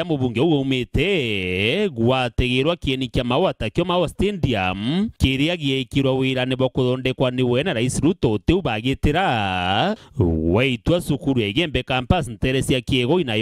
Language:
Meru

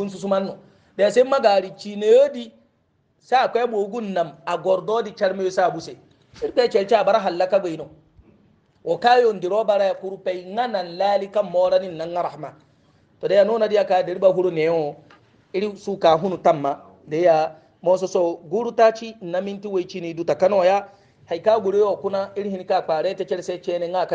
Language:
Hausa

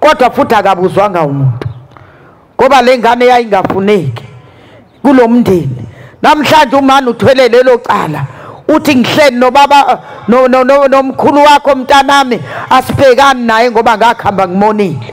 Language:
Zulu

